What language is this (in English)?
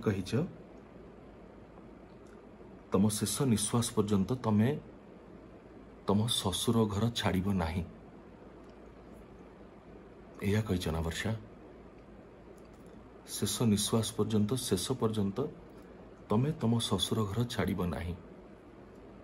Odia